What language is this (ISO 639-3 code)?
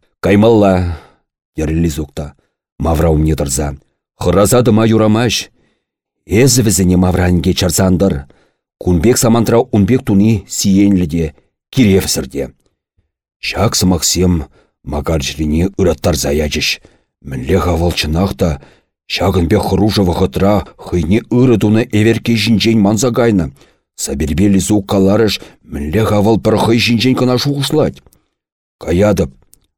chv